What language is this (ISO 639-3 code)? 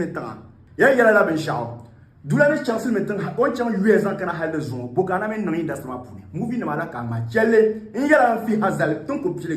dag